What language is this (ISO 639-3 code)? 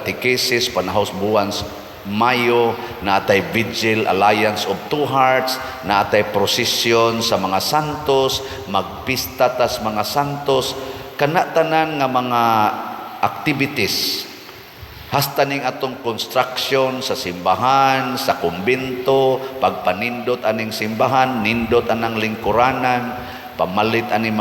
ceb